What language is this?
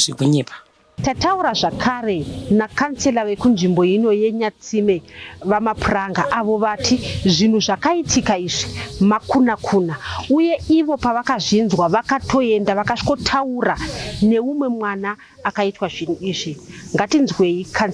Shona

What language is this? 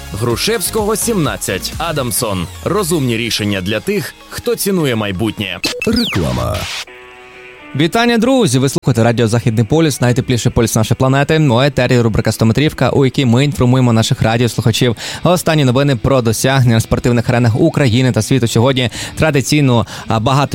Ukrainian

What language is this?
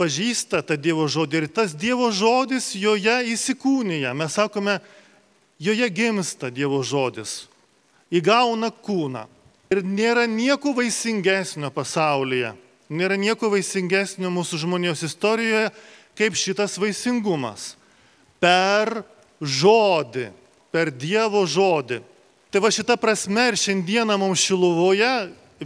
Lithuanian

